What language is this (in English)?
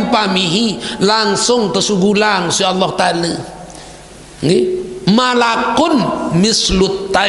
Sasak